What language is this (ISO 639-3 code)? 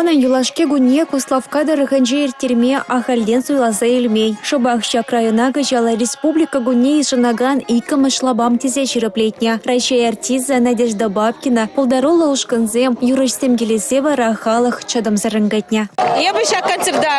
chv